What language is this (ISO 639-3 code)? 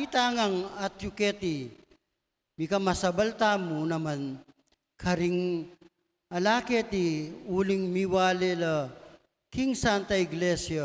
pam